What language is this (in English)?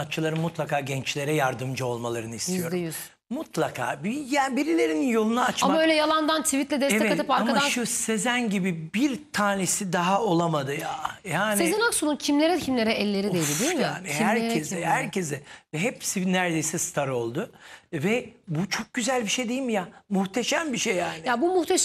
Turkish